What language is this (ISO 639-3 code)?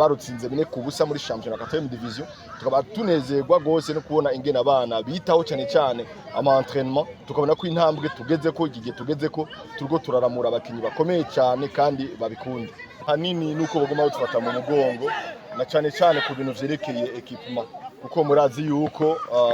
run